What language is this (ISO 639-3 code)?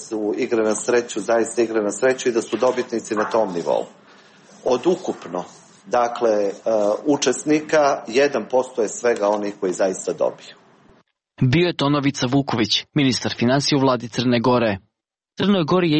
srp